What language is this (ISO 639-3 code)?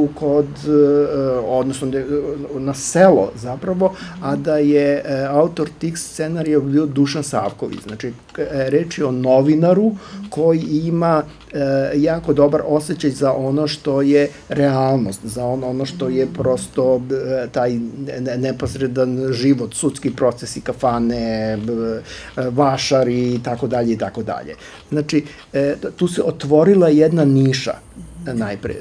srp